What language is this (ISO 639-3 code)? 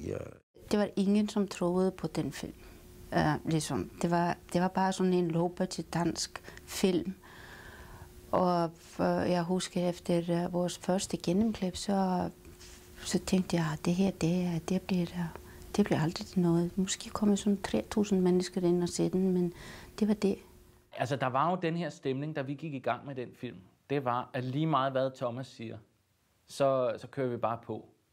dan